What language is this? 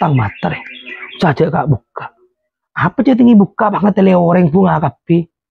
Madurese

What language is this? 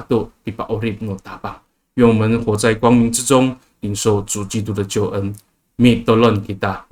Amis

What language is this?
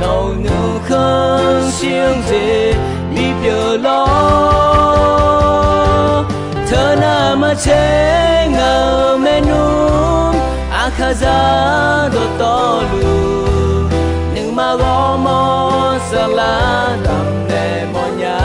Akha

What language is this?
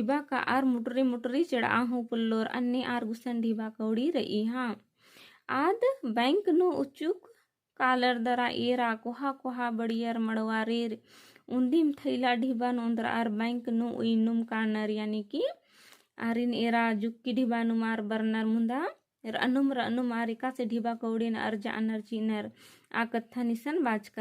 Kurukh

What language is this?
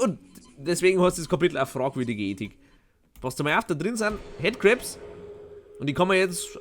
Bavarian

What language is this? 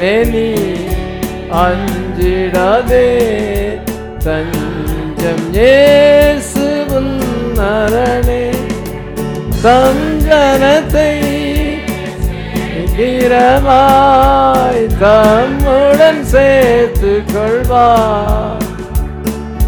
Tamil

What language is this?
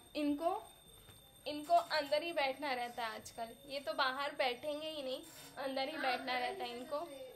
Hindi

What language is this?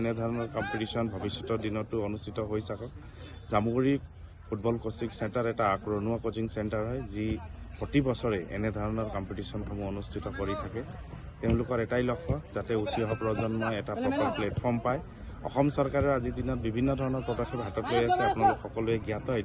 Assamese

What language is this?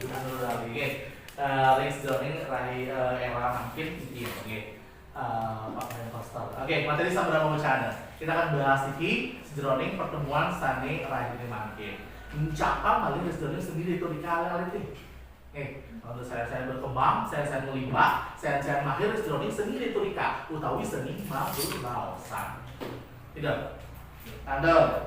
Balinese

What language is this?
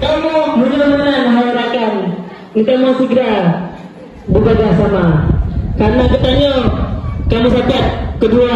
Achinese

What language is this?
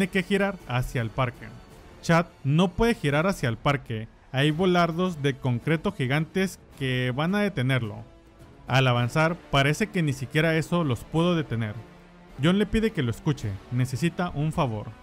Spanish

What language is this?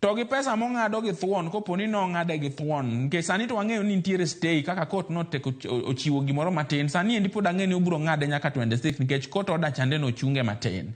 Luo (Kenya and Tanzania)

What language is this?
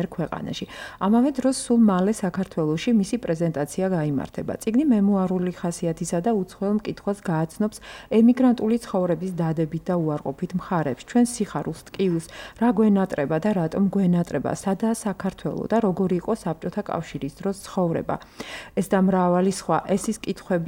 Georgian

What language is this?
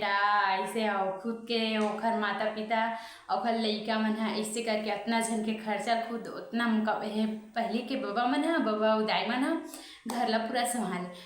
Chhattisgarhi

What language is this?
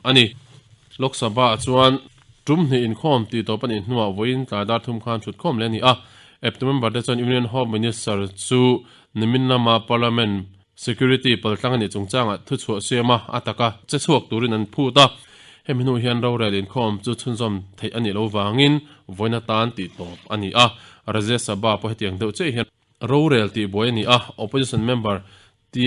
Mizo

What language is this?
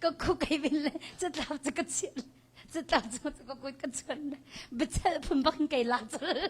Hakha Chin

